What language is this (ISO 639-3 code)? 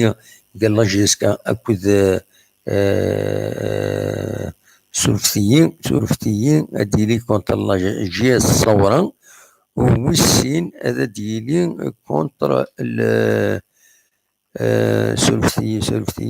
kab